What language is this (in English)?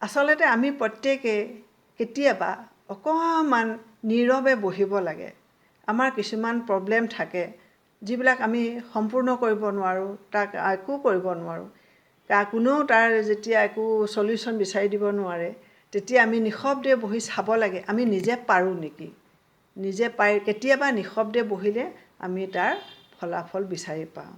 Assamese